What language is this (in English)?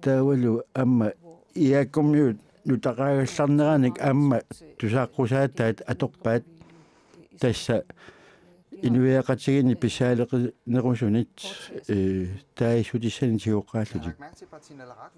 Kalaallisut